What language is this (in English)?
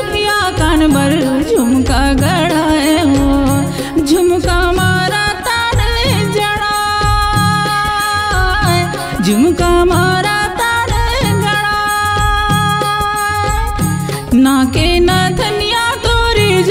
Chhattisgarhi